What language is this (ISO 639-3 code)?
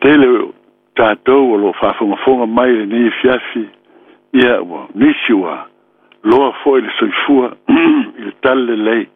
smo